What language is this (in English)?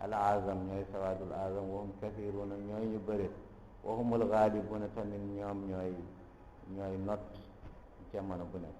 Wolof